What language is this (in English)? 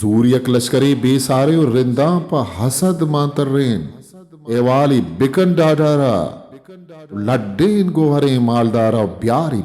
Eastern Balochi